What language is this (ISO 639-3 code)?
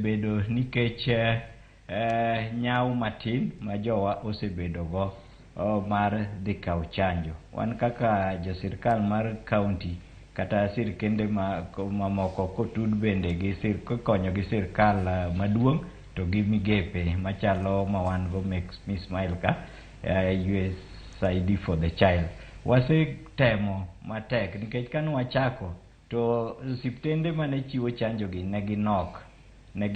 luo